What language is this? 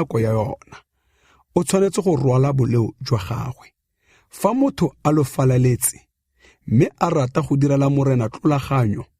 Tswana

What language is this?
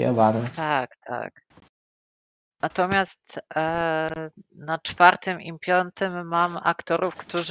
Polish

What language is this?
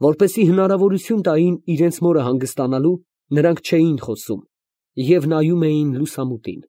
Armenian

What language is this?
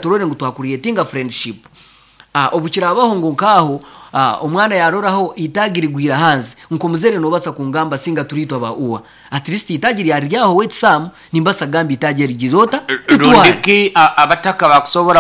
Nyoro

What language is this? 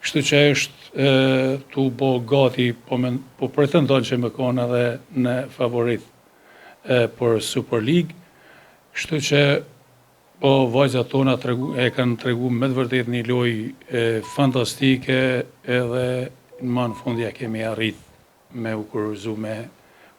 Albanian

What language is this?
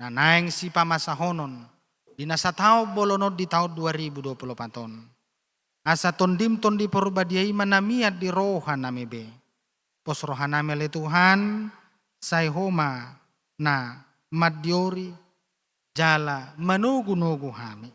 Batak Toba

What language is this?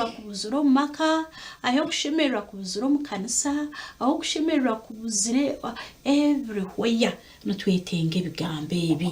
Nyankole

